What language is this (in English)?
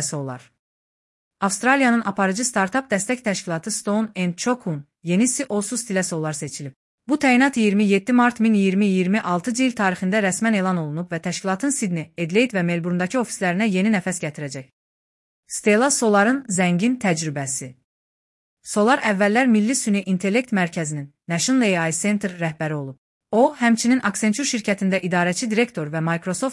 Azerbaijani